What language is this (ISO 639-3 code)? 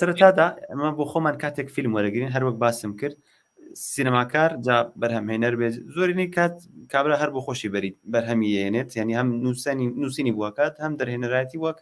ckb